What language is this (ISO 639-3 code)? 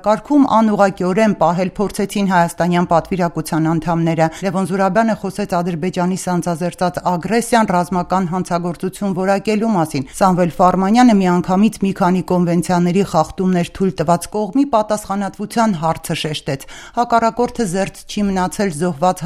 hye